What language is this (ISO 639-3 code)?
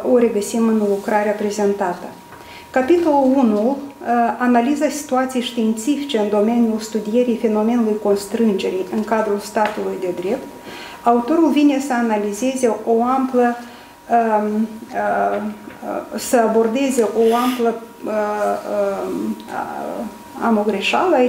ron